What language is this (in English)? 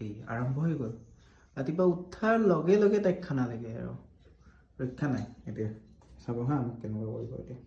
Assamese